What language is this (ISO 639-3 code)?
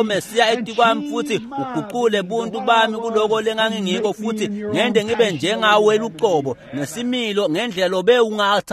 ssw